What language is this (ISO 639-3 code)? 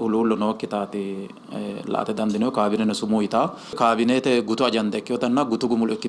sid